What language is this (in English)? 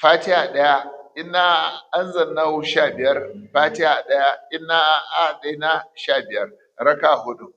Hausa